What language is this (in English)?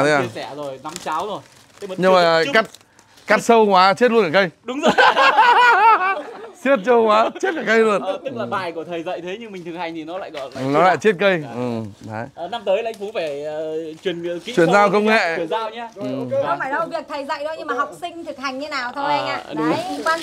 Vietnamese